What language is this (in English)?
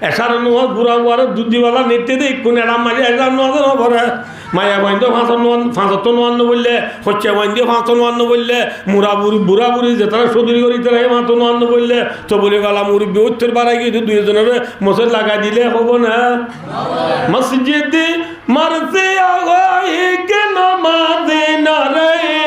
Rohingya